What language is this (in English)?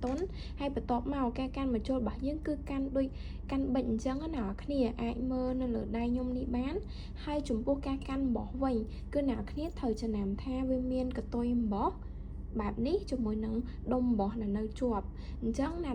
Khmer